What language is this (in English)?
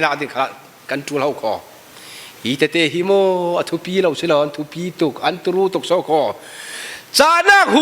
Falam Chin